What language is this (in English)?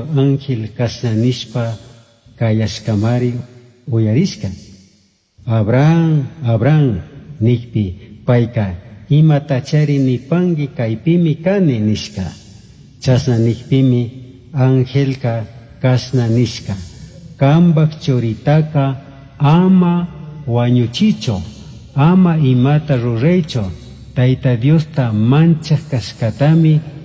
Chimborazo Highland Quichua